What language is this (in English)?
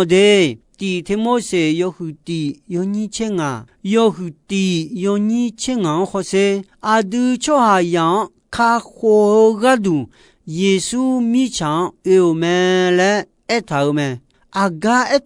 Akha